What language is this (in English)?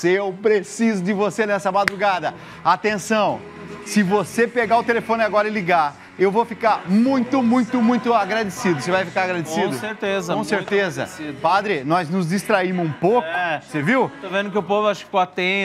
Portuguese